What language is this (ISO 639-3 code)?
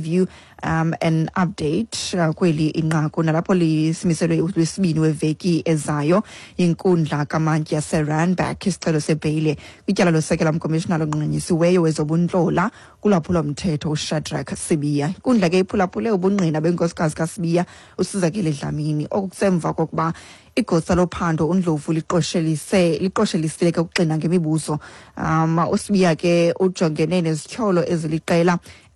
xho